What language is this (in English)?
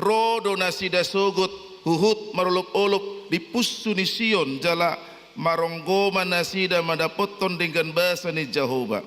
Batak Toba